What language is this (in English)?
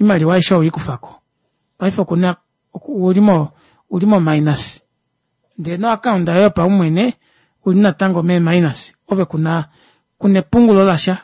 Kuanyama